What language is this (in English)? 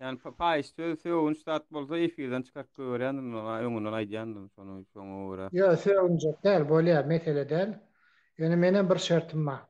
Turkmen